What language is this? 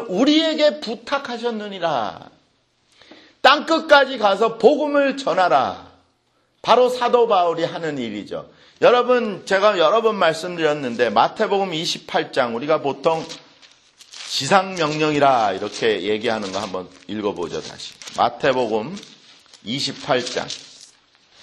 Korean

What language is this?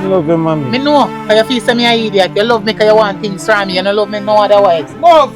Jamaican Creole English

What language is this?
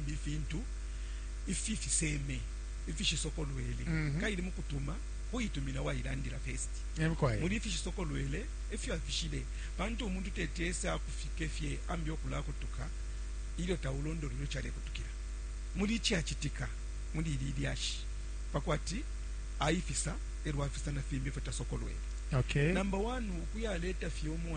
Bemba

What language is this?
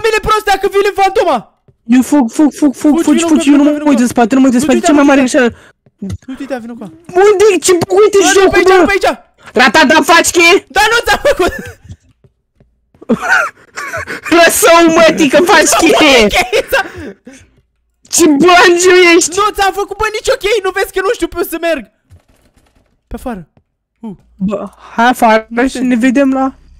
Romanian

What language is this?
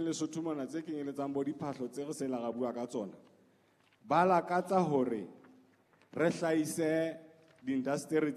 Southern Sotho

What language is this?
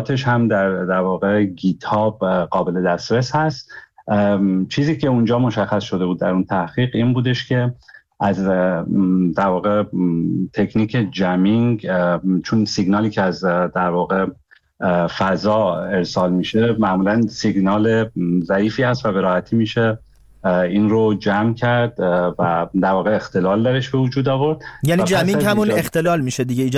Persian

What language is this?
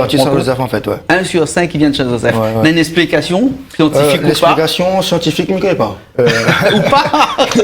Réunion Creole French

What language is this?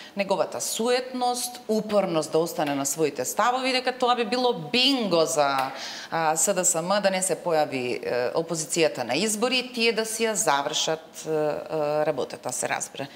Macedonian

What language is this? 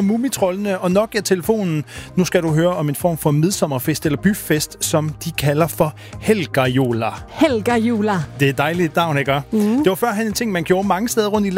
Danish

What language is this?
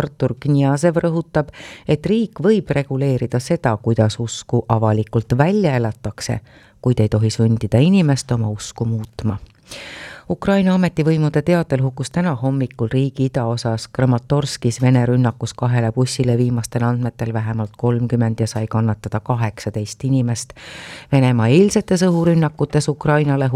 Estonian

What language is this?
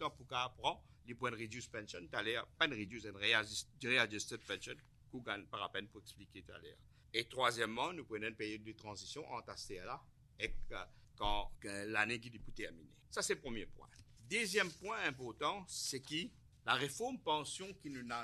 Morisyen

